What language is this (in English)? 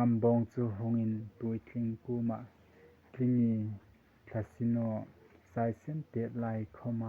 Hmar